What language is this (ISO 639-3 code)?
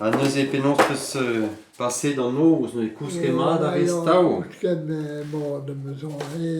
bre